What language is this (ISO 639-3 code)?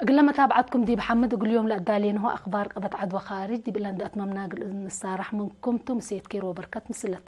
tig